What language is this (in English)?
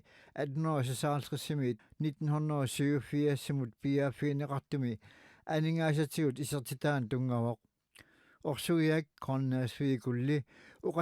Kalaallisut